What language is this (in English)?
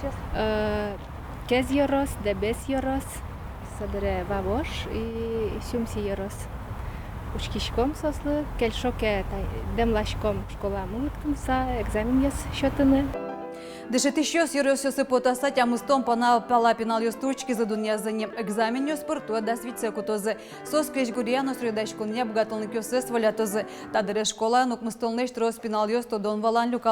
Udmurt